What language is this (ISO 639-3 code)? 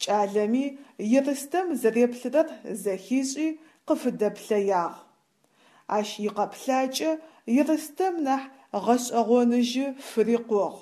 ady